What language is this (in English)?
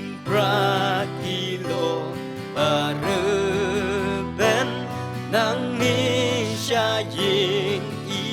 Khasi